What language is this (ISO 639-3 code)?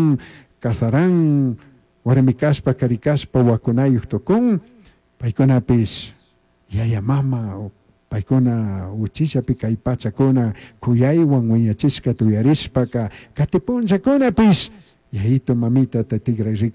qug